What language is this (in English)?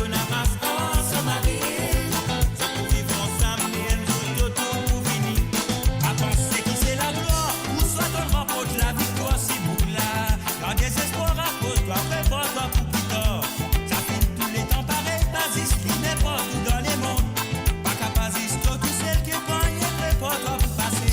Morisyen